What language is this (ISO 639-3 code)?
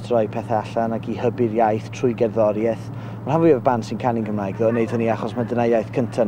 cym